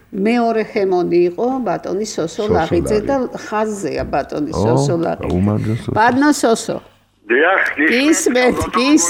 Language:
Georgian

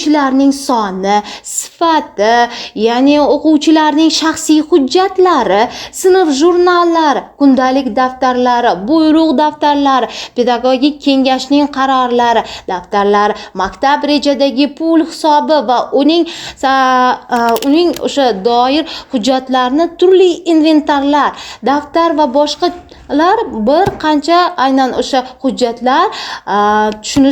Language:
Uzbek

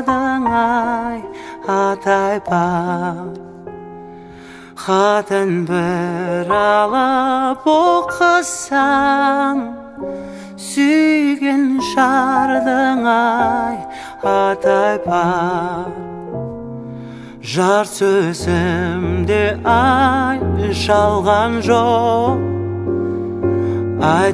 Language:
Kazakh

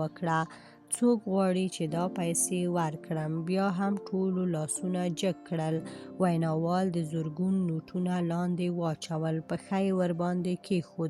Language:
Pashto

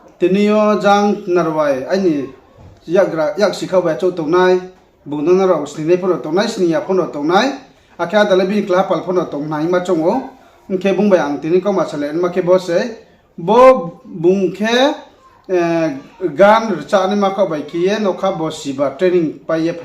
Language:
Riang (India)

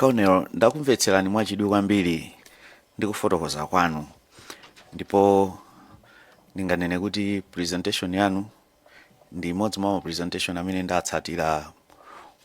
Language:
Nyanja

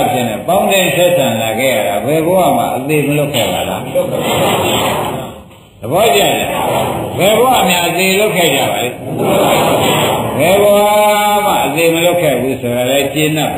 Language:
Burmese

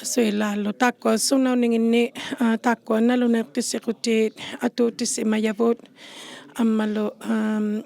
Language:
Inuktitut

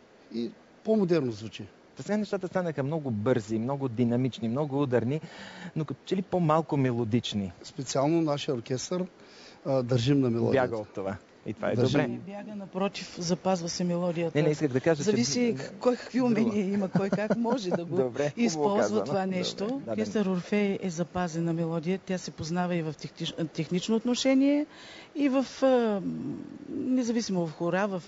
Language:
Bulgarian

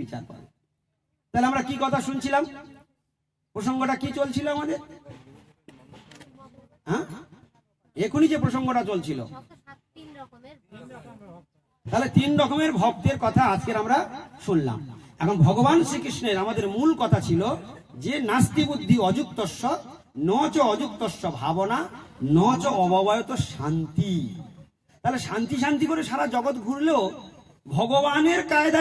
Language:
Bangla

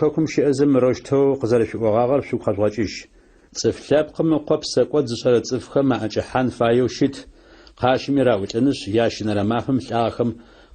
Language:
Adyghe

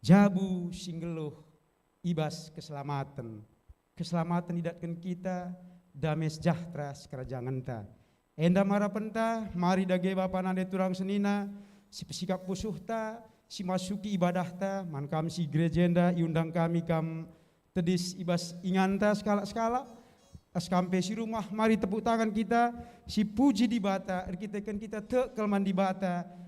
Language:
Batak Karo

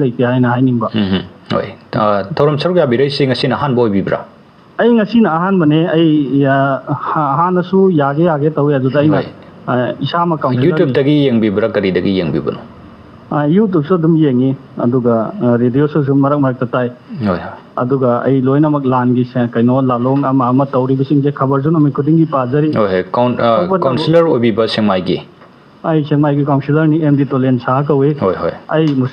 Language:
Manipuri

